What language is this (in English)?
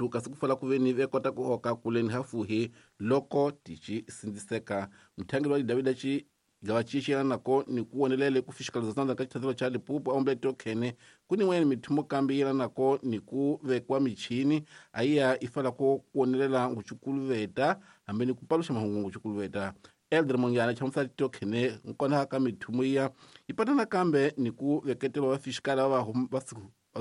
Tsonga